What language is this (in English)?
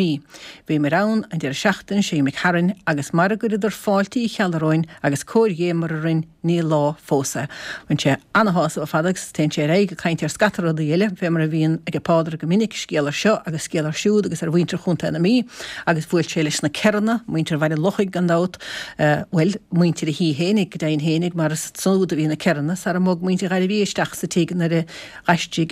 Irish